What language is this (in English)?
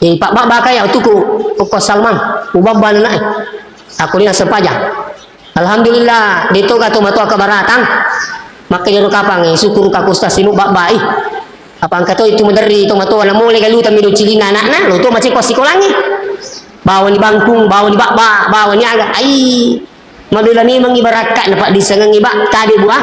Buginese